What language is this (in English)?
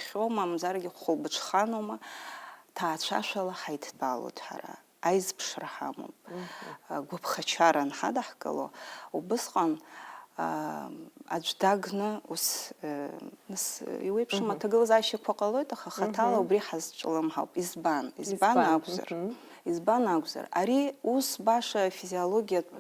Abkhazian